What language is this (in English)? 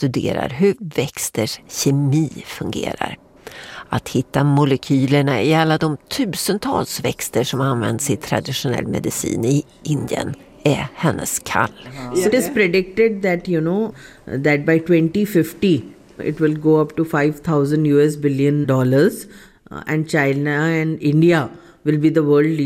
Swedish